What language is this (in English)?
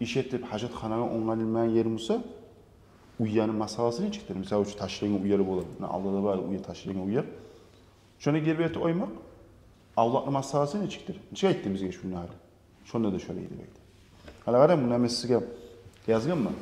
Kumyk